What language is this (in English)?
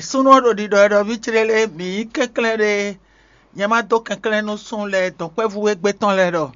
Fon